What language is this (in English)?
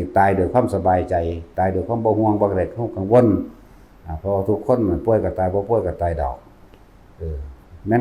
Northeastern Thai